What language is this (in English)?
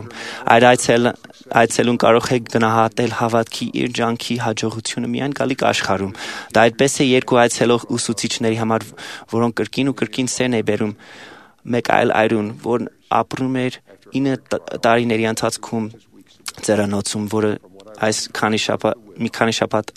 Armenian